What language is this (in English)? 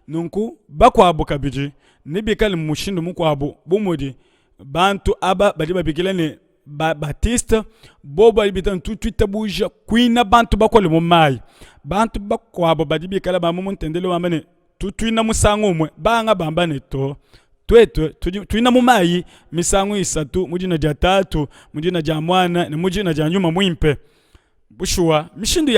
Luba-Lulua